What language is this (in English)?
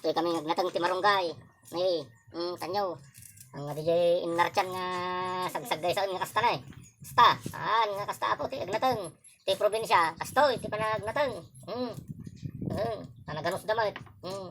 Iloko